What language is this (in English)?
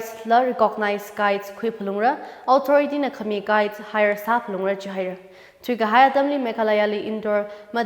Tangkhul Naga (India)